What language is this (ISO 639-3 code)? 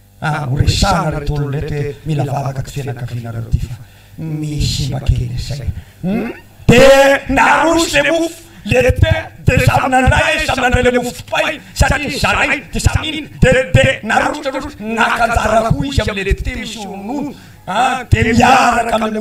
mlg